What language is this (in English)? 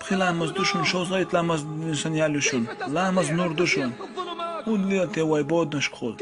Chechen